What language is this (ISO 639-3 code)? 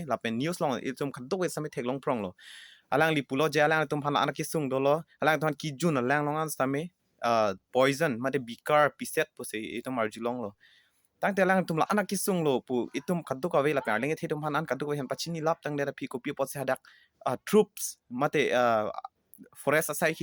mjw